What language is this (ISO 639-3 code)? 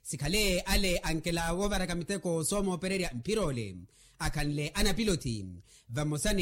vmw